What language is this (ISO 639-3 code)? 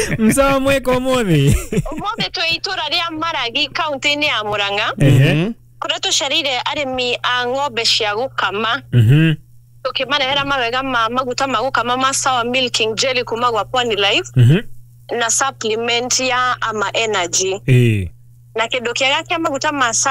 kik